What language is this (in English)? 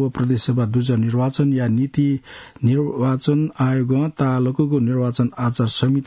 Newari